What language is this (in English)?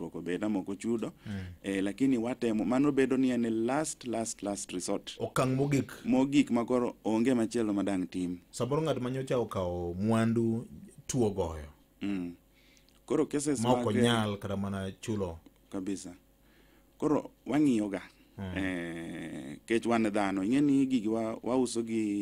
Luo (Kenya and Tanzania)